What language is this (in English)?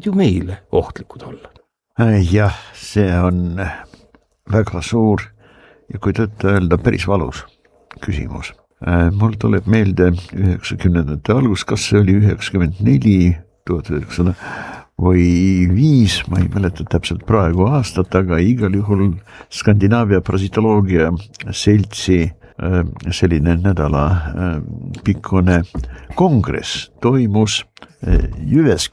Estonian